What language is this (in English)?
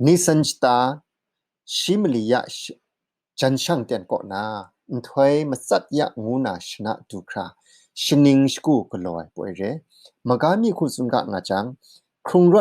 Kachin